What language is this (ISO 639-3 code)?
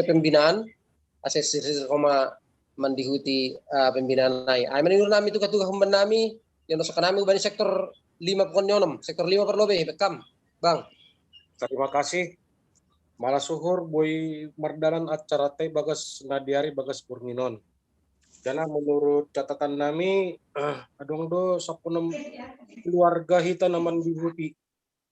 bts